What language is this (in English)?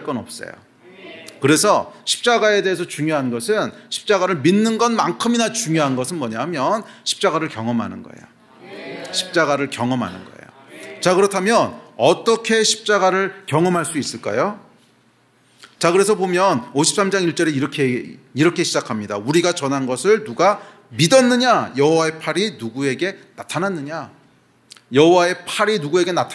Korean